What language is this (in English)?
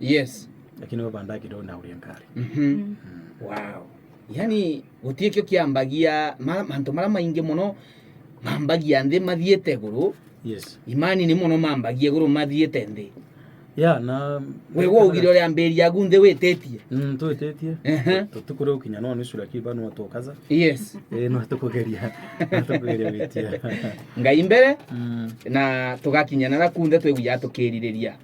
Meru